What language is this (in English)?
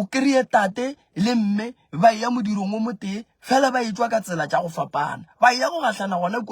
Northern Sotho